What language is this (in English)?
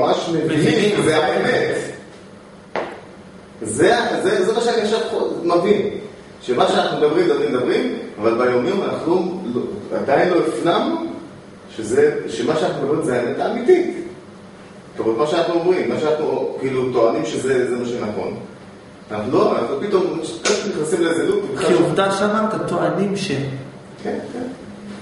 Hebrew